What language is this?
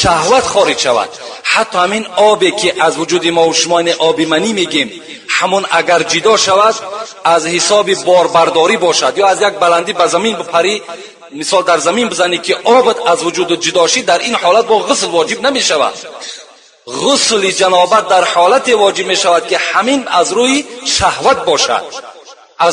Tajik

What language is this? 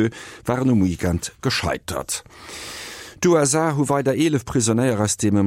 Luxembourgish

